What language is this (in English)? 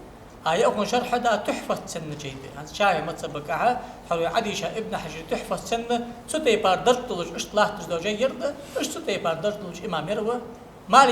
Ingush